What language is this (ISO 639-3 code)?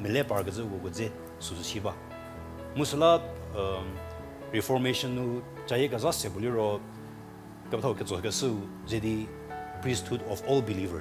njm